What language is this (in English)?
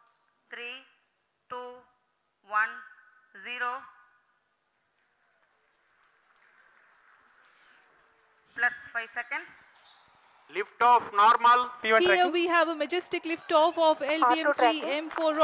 English